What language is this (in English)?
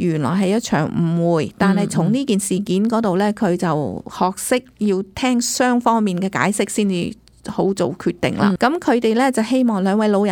Cantonese